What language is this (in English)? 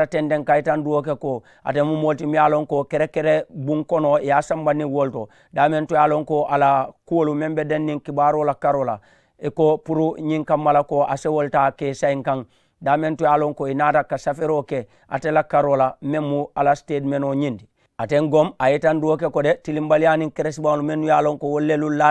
Mandingo